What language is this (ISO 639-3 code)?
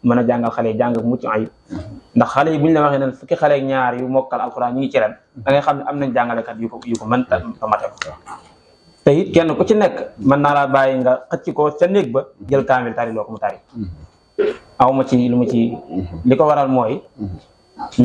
wol